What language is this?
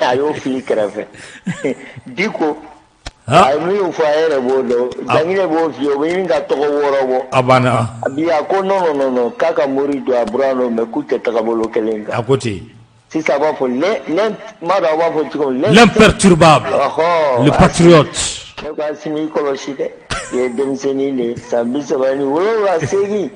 Bambara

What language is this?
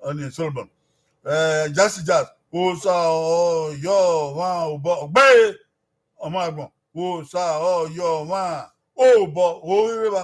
Bini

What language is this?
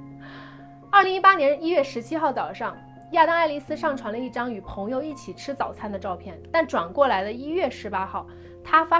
Chinese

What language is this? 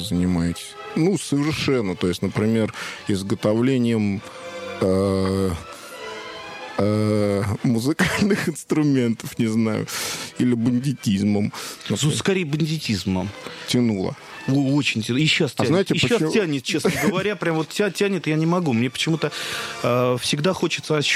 Russian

